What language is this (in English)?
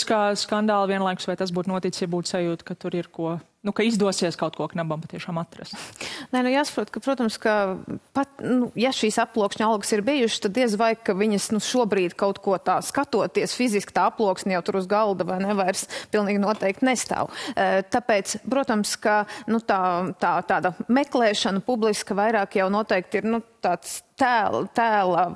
Latvian